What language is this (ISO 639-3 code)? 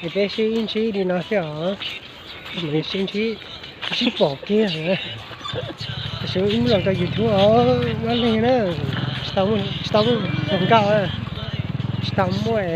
hmn